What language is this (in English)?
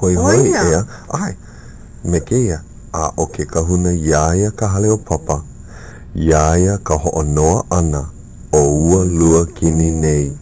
Hawaiian